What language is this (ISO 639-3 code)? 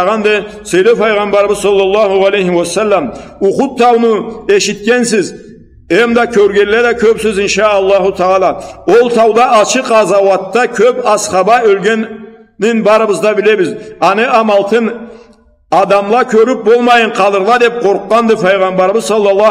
krc